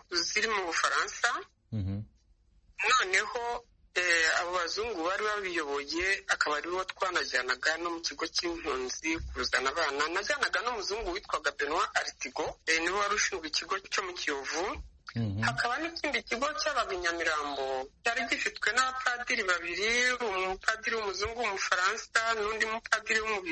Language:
Kinyarwanda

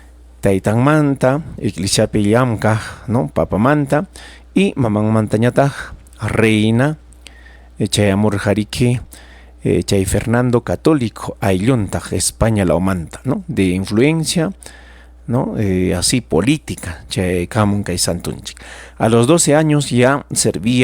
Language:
Ayacucho Quechua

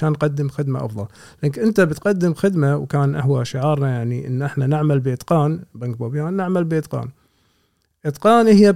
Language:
Gulf Arabic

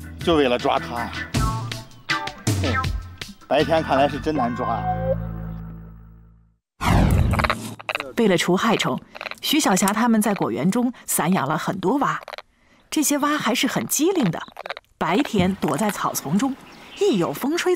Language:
Chinese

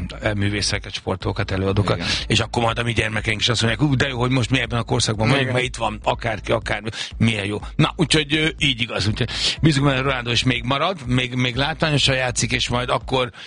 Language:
Hungarian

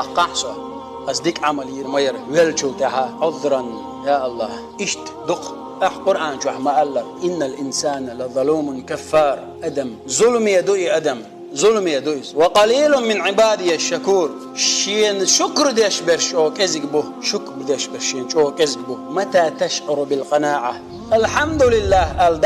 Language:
Chechen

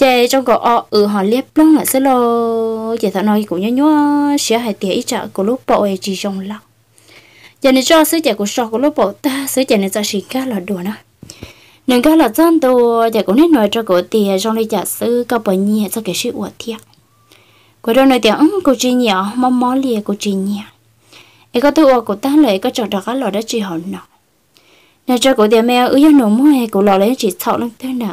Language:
Vietnamese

